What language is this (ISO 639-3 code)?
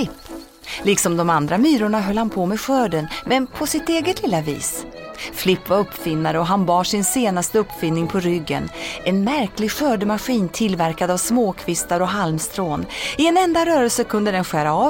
swe